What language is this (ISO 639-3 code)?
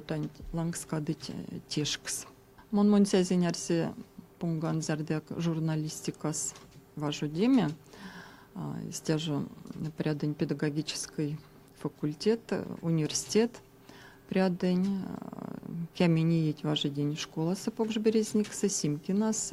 myv